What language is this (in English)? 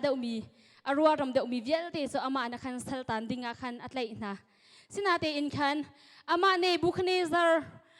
Hakha Chin